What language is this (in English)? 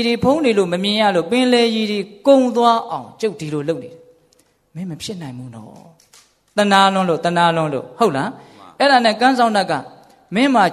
Burmese